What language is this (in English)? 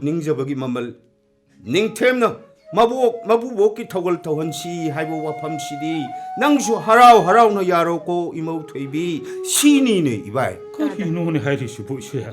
Manipuri